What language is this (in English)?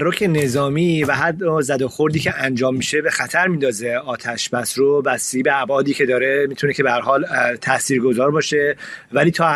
Persian